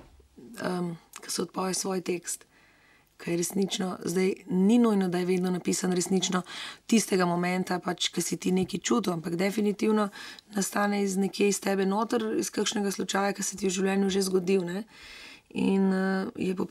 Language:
Slovenian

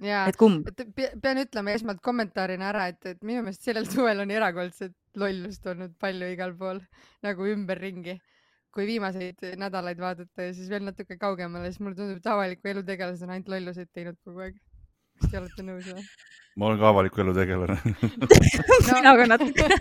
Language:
Estonian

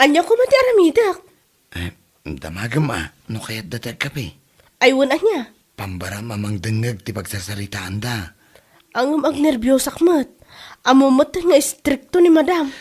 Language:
Iloko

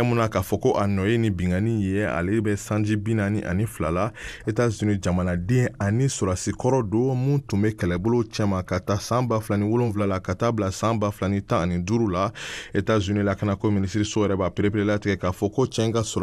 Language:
Bambara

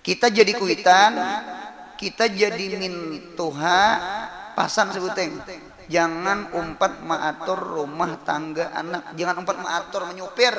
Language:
Banjar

